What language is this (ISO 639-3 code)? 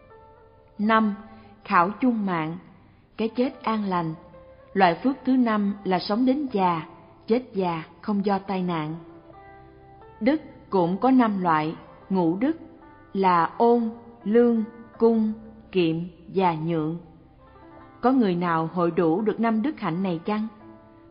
vie